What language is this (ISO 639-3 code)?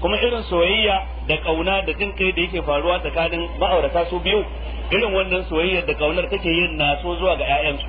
hau